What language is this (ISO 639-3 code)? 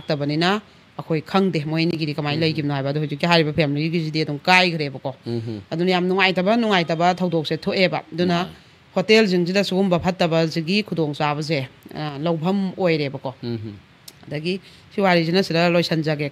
mni